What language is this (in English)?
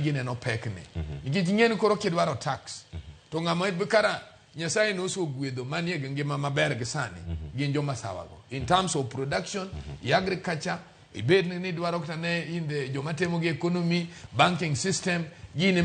Luo (Kenya and Tanzania)